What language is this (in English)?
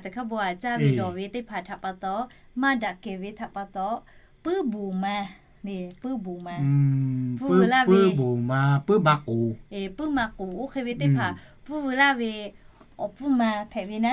Lahu